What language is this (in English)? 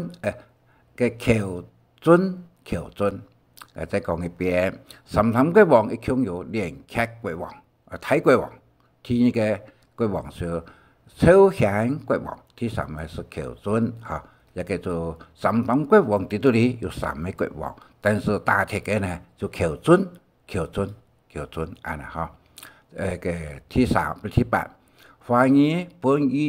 Hakka Chinese